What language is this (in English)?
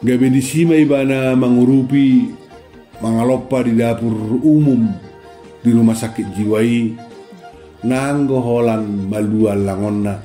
Batak Toba